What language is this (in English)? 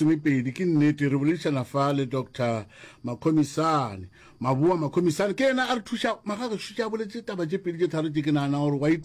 Northern Sotho